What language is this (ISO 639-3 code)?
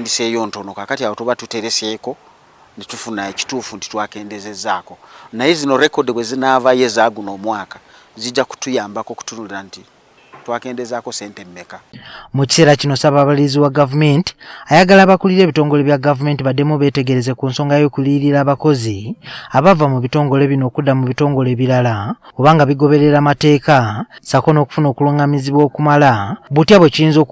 lug